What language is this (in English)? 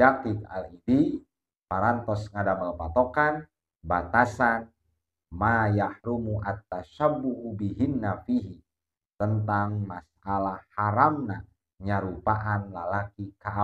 Sundanese